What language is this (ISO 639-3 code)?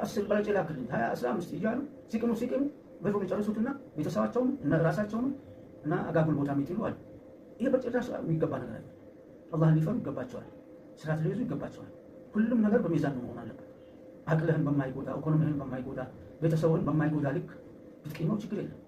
amh